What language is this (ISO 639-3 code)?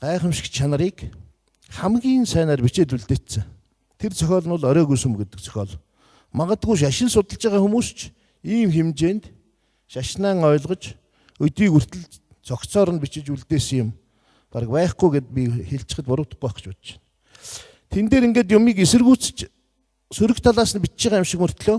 mon